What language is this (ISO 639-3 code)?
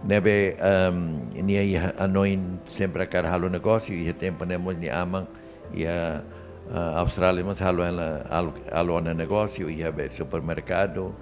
tet